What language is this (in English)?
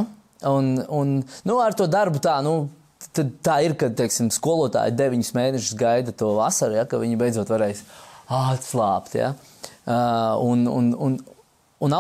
Latvian